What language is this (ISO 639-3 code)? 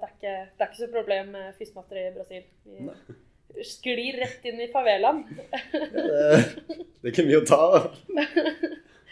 nor